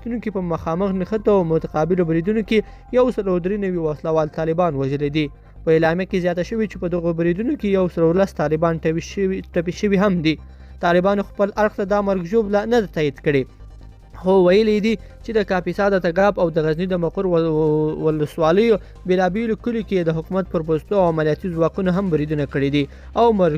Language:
Pashto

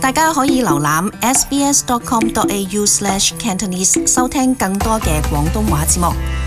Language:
Cantonese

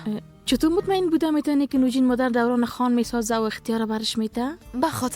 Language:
Persian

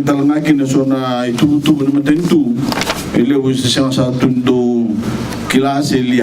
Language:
Fijian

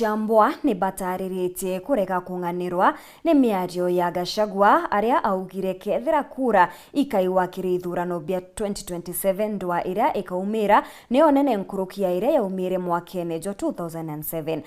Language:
Meru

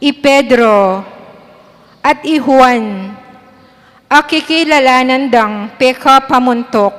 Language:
Pampanga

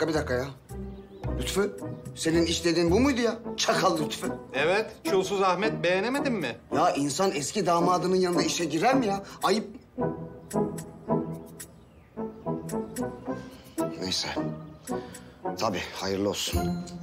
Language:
Turkish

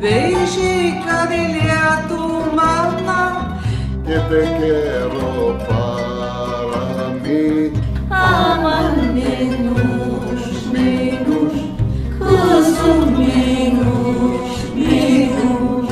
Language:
Ladino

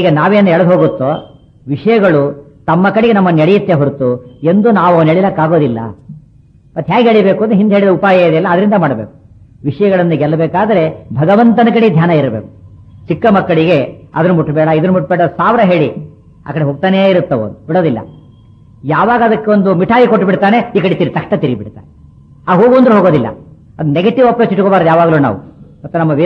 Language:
Kannada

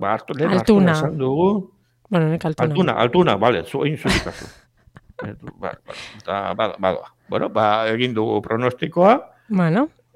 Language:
Basque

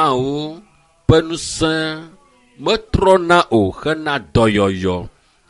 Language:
Ewe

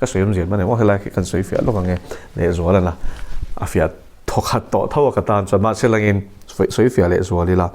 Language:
Mizo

